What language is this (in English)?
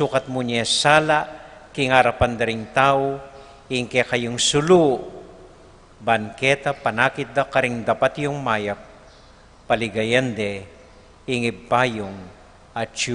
Pampanga